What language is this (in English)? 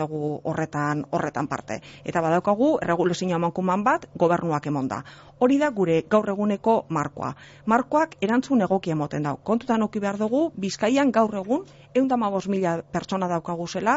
Basque